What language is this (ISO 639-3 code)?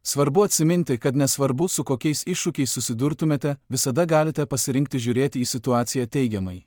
lit